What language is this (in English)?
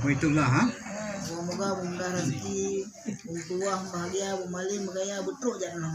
Achinese